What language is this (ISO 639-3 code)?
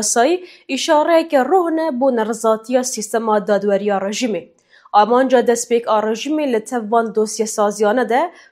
kur